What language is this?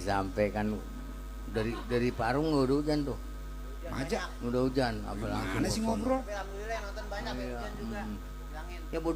Betawi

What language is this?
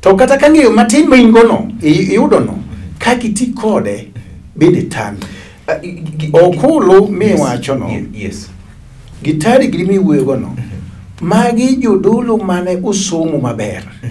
Luo (Kenya and Tanzania)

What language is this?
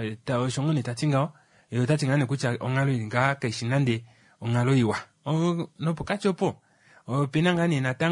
Kuanyama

